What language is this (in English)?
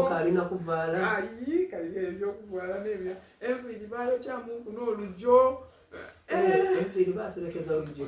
Soga